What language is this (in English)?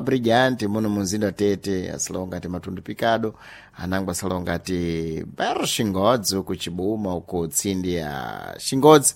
Sena